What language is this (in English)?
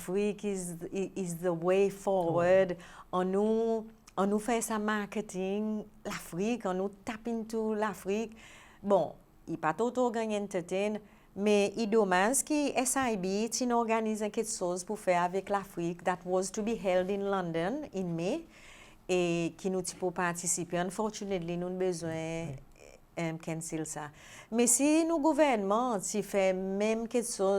Seselwa Creole French